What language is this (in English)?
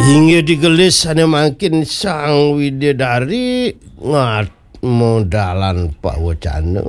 Balinese